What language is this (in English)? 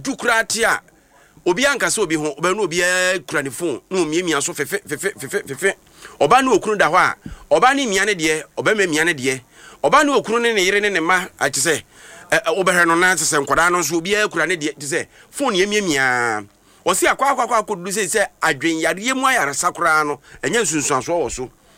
Akan